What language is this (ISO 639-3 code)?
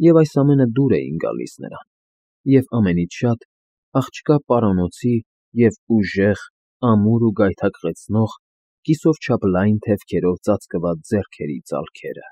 hye